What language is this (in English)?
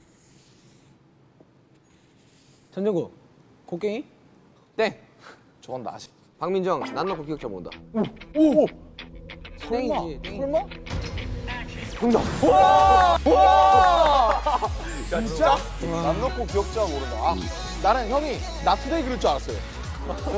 Korean